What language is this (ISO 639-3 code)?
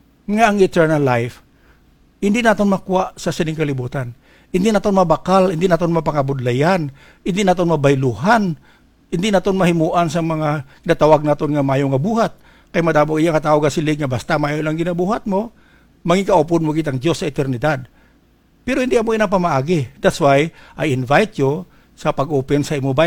hil